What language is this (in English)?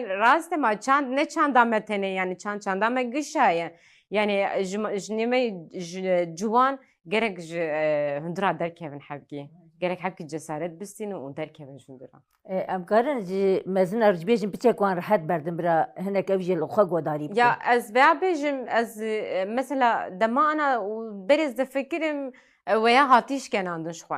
Kurdish